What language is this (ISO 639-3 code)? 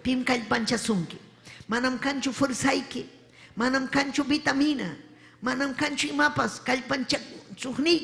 quy